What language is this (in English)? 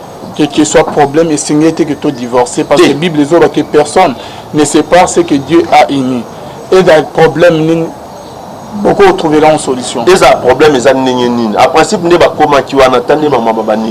Lingala